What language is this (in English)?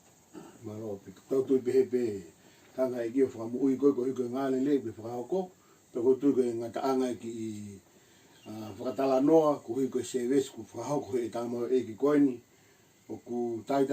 Tongan